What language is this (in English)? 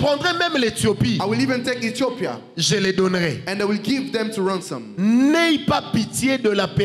French